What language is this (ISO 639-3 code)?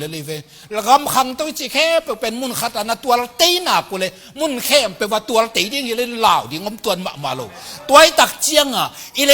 ctd